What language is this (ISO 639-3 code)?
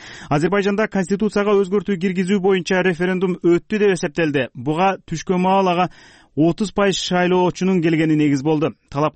kir